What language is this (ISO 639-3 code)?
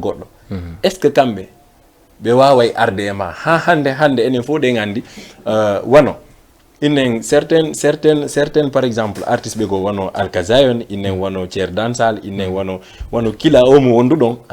ful